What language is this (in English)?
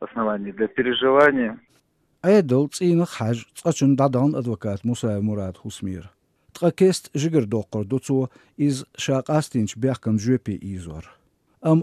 Chechen